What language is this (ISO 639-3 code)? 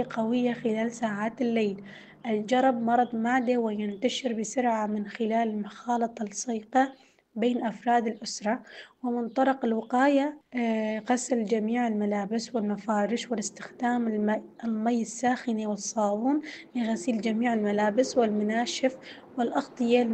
apc